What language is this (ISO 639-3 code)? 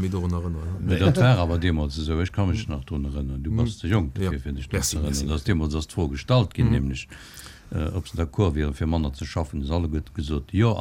ltz